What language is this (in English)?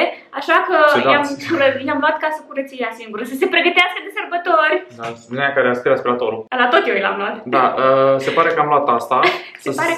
Romanian